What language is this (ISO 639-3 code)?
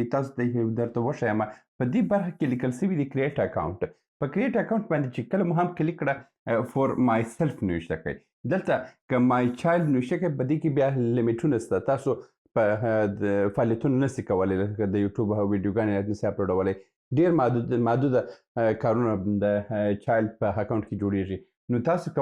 pus